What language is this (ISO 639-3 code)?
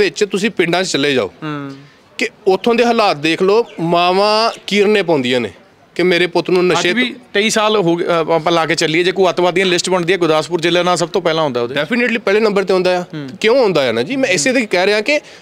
pan